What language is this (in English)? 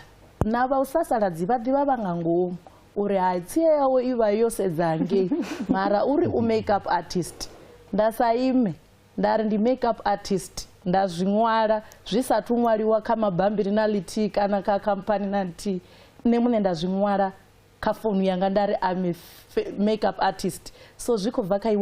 Venda